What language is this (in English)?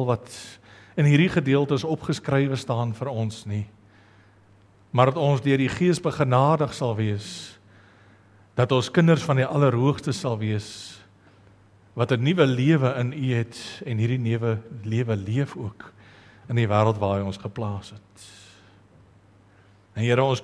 Afrikaans